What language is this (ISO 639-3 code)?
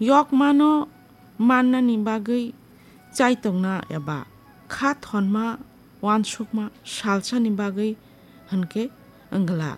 trp